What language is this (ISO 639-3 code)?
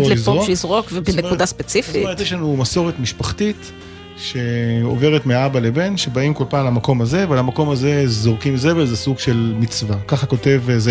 heb